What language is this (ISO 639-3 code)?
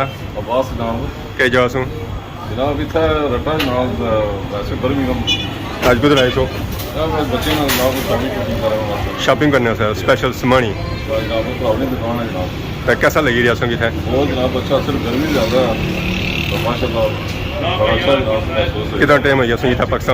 phr